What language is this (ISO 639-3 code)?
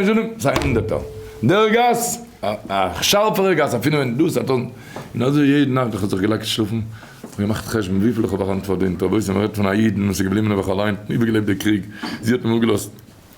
yid